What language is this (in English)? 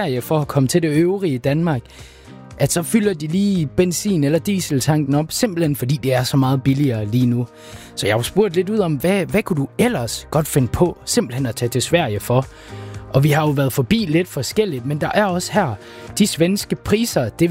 Danish